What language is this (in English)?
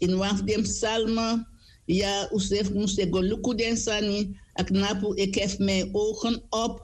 Sranan Tongo